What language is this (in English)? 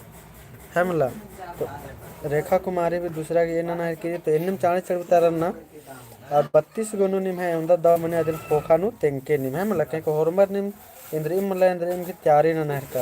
Kurukh